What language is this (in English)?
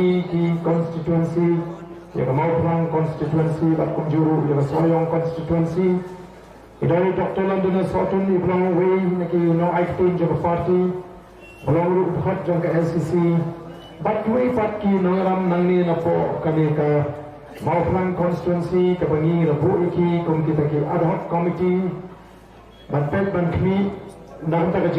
Khasi